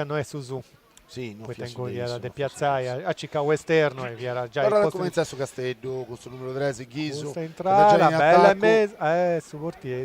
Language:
Sardinian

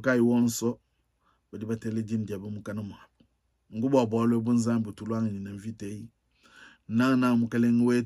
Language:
Luba-Lulua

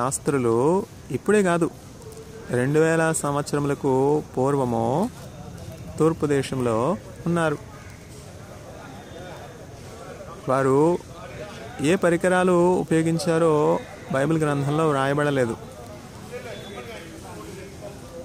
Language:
Telugu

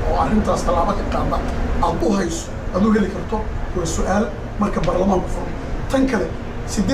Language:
Somali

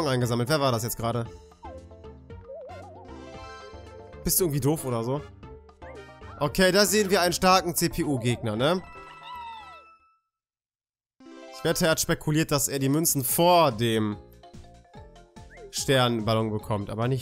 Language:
German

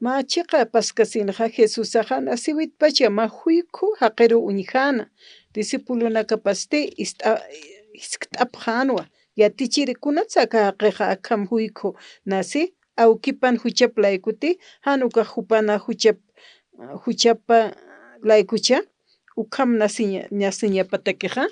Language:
Aymara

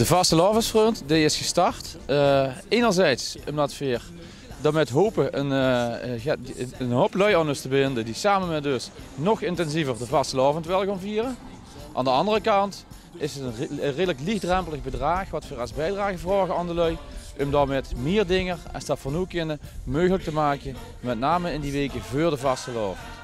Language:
Limburgish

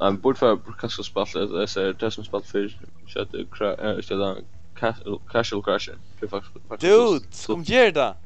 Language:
Faroese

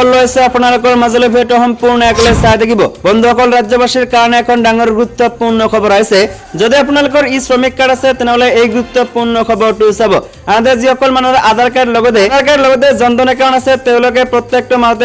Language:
Assamese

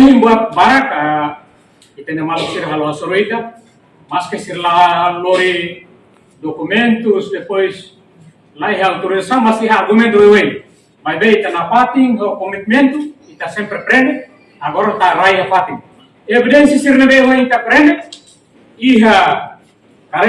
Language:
Tetum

